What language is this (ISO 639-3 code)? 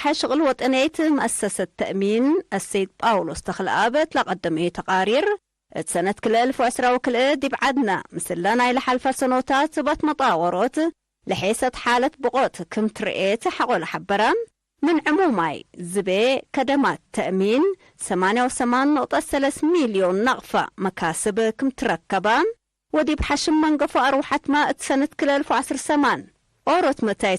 tig